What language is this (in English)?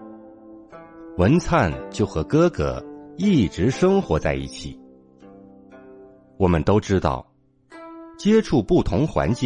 Chinese